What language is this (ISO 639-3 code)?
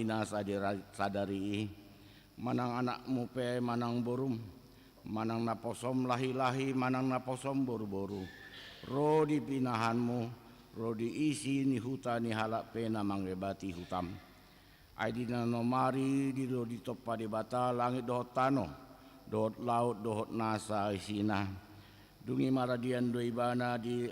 bbc